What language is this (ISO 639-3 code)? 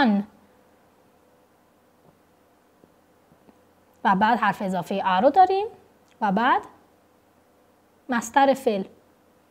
fas